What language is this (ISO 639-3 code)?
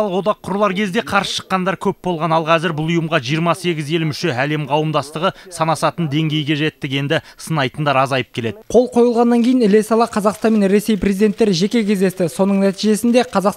kaz